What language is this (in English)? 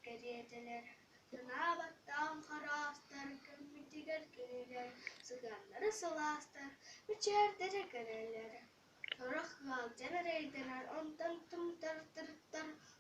Yakut